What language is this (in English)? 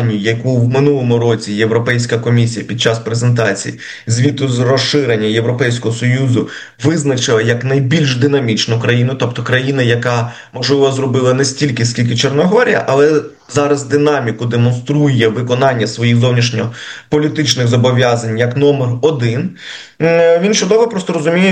Ukrainian